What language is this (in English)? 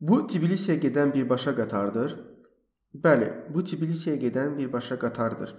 Azerbaijani